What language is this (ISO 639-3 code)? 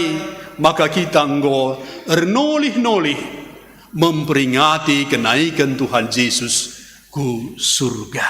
btx